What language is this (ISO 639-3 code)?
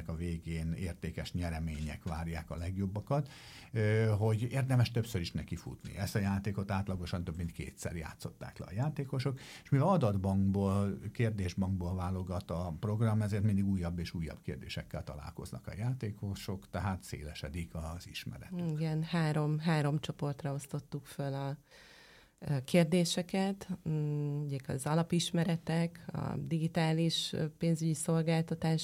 hun